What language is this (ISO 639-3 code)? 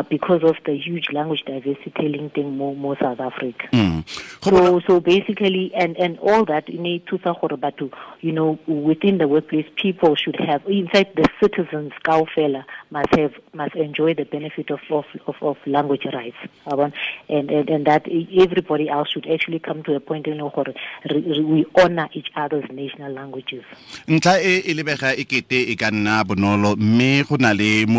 tsn